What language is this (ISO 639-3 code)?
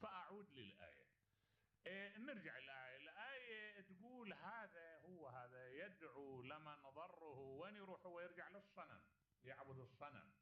acm